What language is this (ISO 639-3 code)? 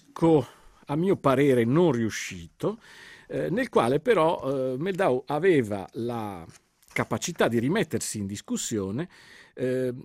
ita